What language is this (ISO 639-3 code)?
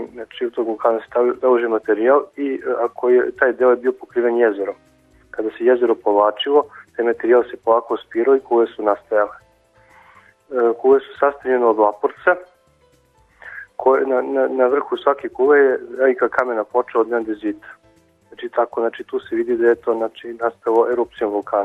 srp